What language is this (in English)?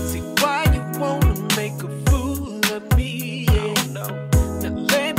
English